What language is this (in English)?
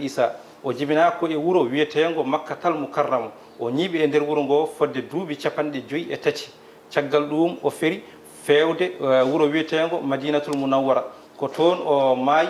Fula